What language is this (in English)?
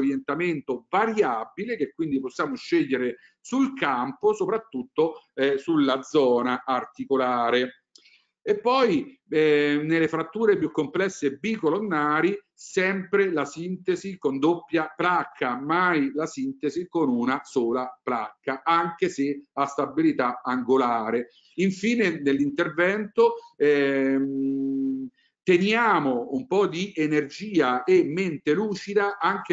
Italian